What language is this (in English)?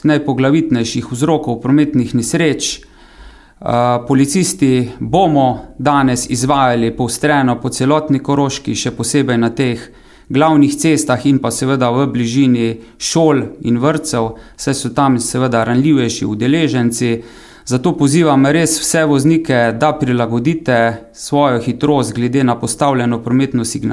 Slovenian